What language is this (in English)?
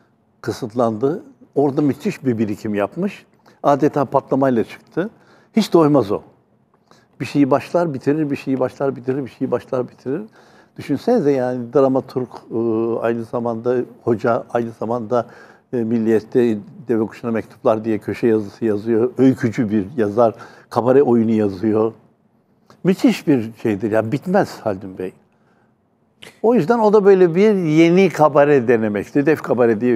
Turkish